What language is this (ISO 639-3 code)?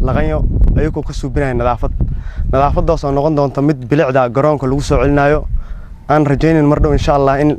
som